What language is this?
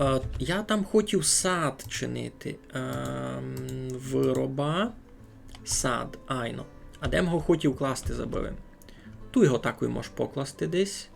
Rusyn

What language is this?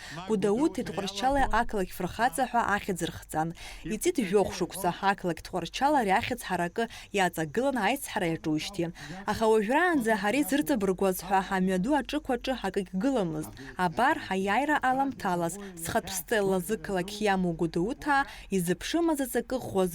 Abkhazian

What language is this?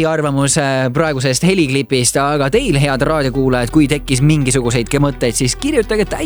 Estonian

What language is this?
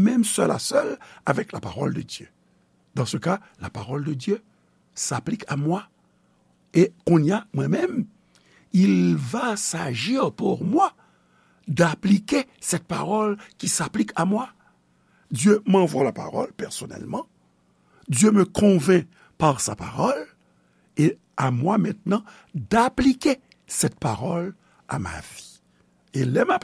Haitian Creole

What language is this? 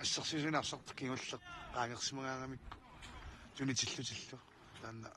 Kalaallisut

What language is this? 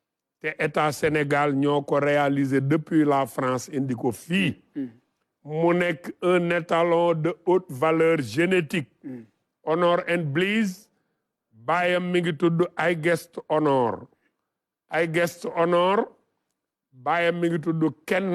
Wolof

